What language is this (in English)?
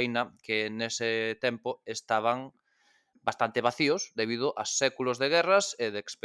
Galician